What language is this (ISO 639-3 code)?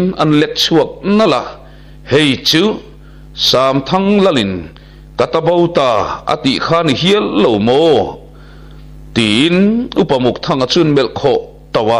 lus